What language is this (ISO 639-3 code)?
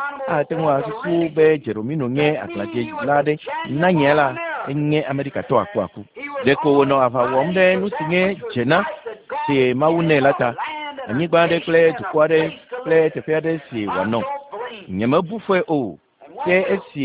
ewe